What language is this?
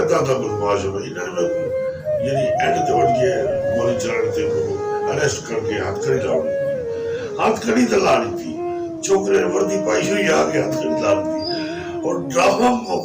Saraiki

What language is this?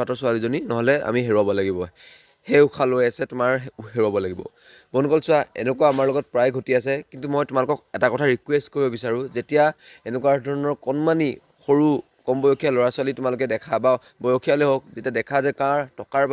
Assamese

